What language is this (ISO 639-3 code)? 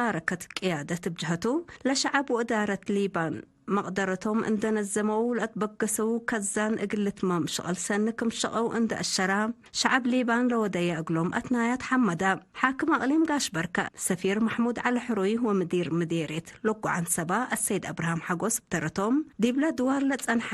tig